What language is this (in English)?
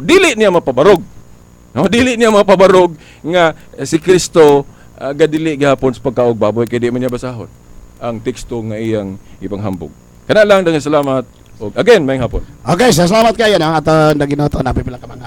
Cebuano